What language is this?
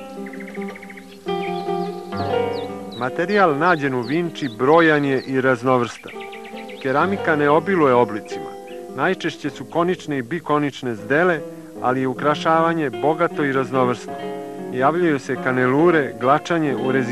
Serbian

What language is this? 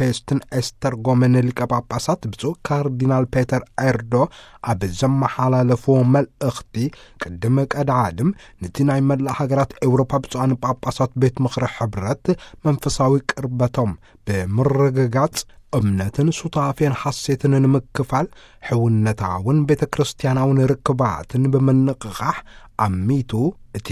Tigrinya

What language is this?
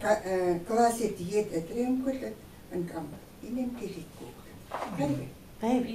Chukot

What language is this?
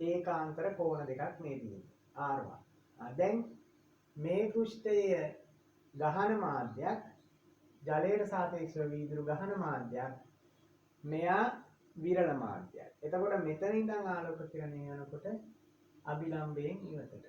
Sinhala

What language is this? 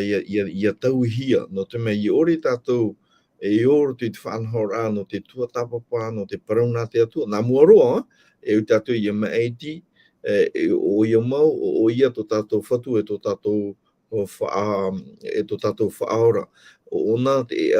Tahitian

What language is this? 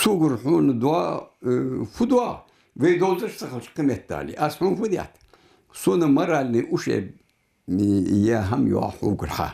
Ingush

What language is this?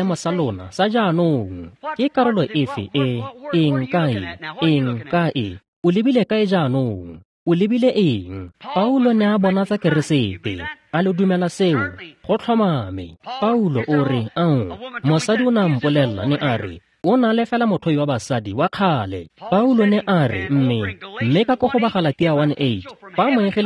Tswana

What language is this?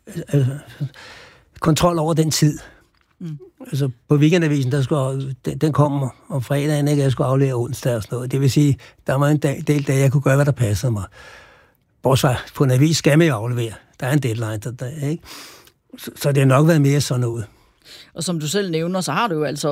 Danish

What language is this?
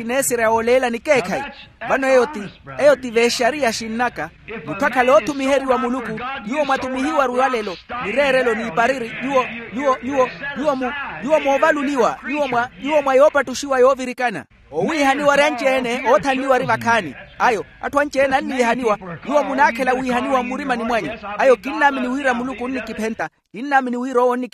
Makhuwa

